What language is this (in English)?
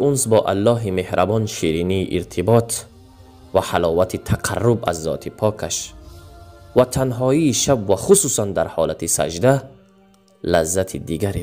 Tajik